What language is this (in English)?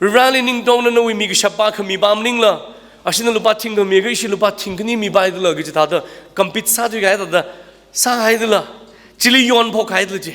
Tangkhul Naga (India)